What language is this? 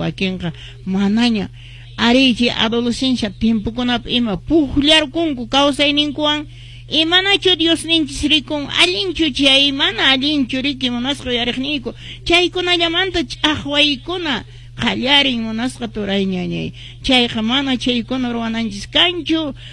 Quechua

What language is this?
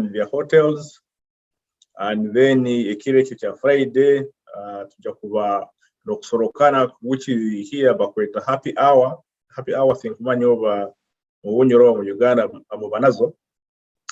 Nyoro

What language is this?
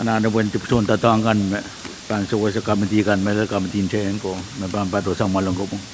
Pohnpeian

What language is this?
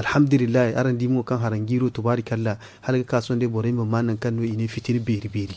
Zarma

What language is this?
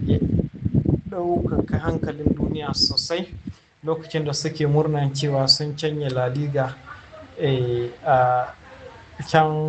Hausa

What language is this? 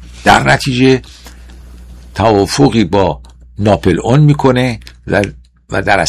Persian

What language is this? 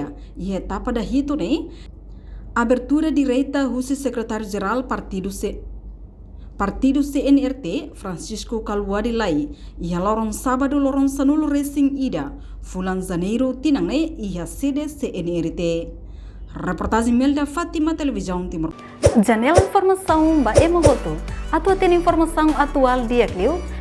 Tetum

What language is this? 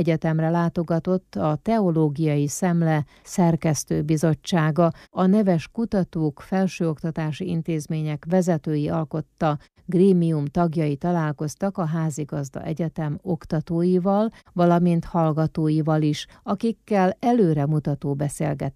Hungarian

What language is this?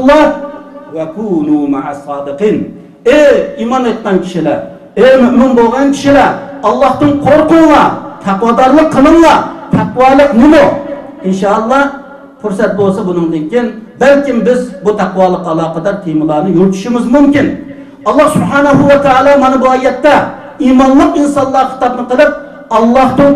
Uyghur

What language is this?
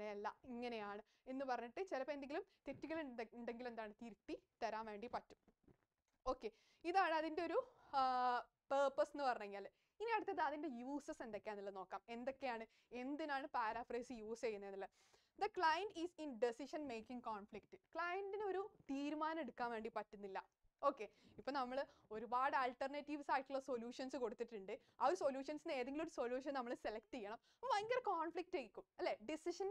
Malayalam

